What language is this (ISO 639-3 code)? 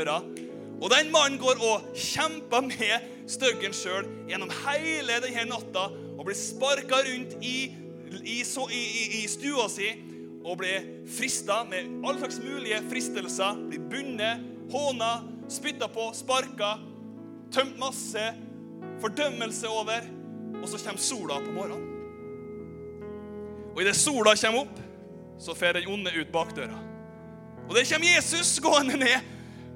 nor